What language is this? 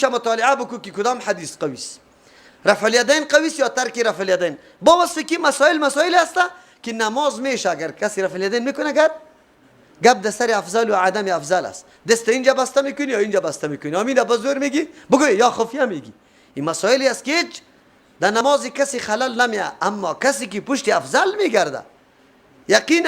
Persian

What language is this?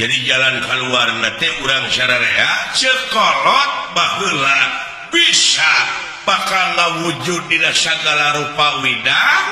Sundanese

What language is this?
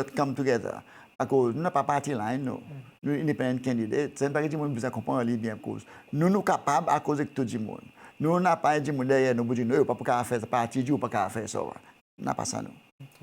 Seselwa Creole French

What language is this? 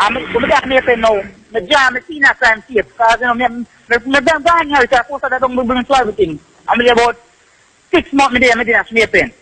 Jamaican Creole English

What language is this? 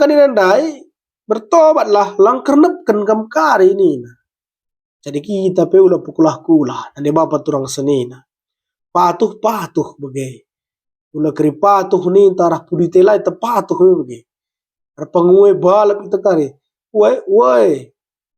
Batak Karo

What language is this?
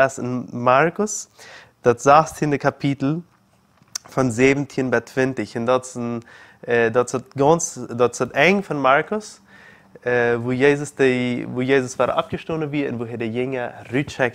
Plautdietsch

